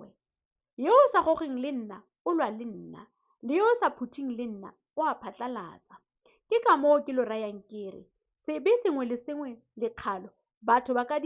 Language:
Tswana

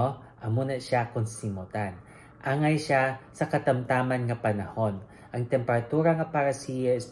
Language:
Hiligaynon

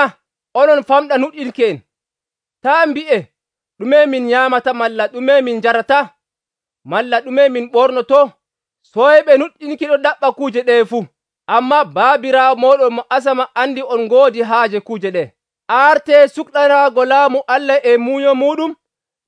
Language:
Nigerian Fulfulde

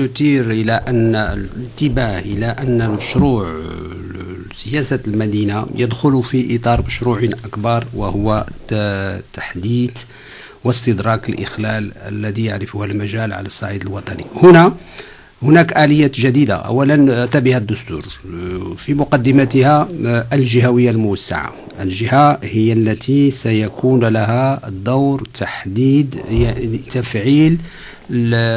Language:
Arabic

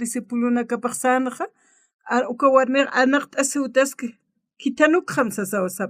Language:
Aymara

